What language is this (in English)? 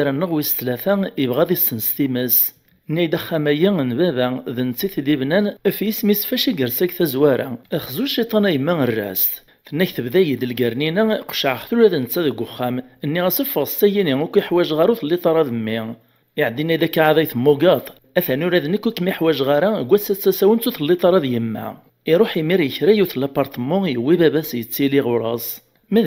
Kabyle